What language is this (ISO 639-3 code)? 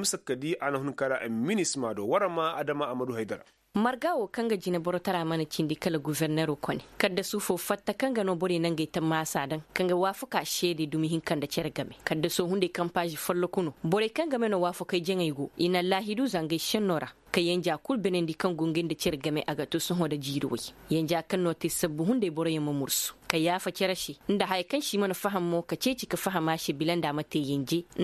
ses